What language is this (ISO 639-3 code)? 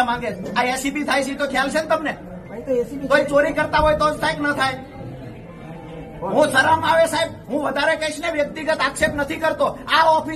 guj